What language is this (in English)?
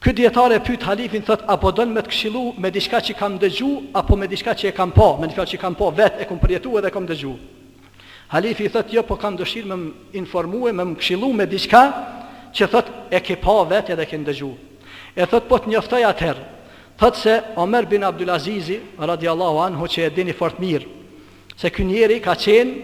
Albanian